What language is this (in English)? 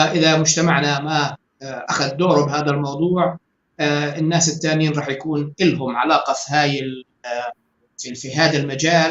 North Levantine Arabic